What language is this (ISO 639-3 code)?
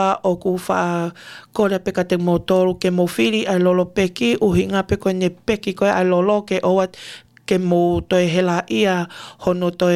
ton